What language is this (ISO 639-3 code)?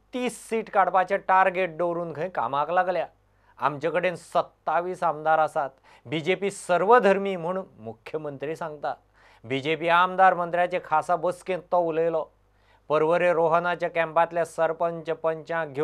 kok